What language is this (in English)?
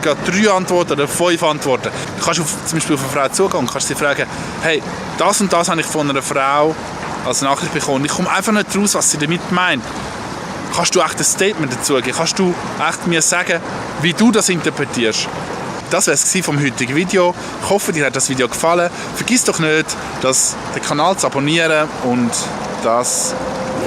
Swiss German